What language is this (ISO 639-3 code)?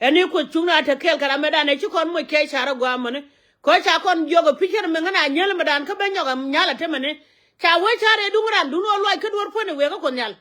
nus